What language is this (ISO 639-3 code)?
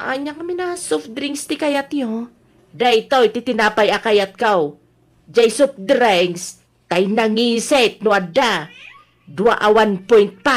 ilo